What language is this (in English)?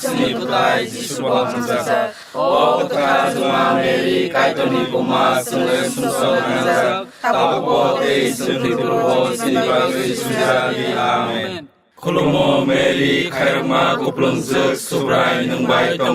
Kok Borok